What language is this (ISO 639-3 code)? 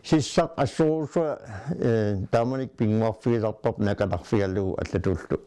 kal